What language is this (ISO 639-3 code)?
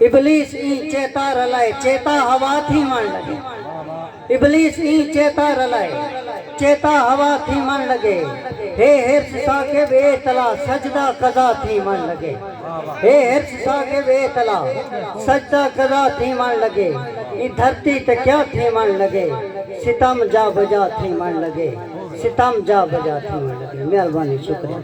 skr